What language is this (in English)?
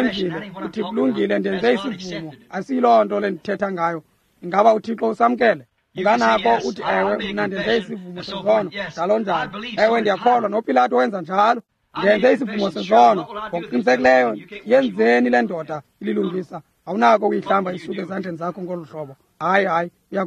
Xhosa